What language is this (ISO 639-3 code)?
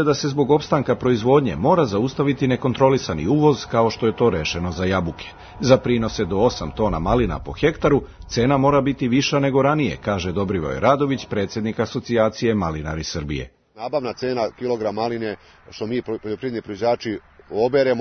srp